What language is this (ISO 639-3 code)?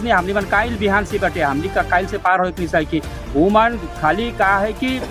sck